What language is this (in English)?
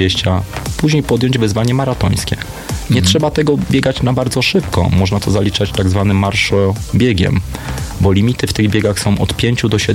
Polish